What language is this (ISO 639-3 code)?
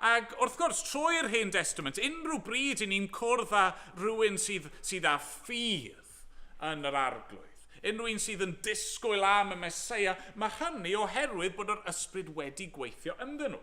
cym